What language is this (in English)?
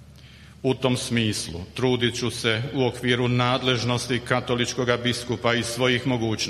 Croatian